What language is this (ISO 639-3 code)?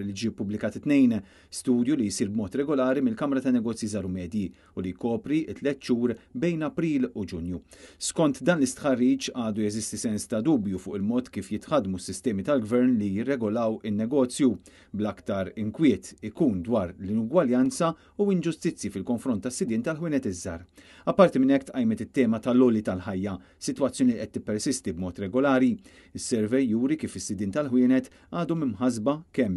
mlt